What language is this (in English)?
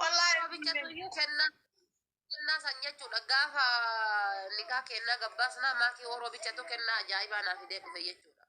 Oromo